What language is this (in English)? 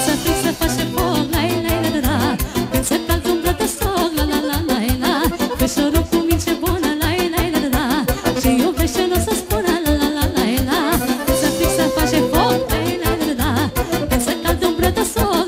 Romanian